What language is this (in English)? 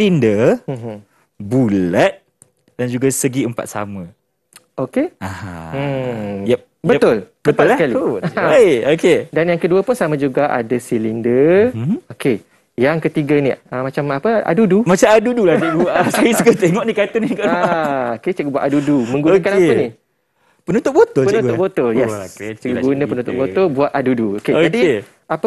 Malay